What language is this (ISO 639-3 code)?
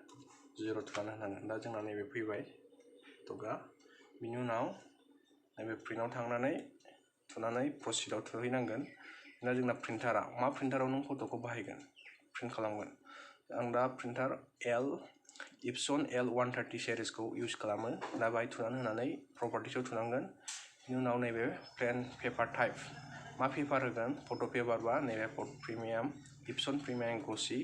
brx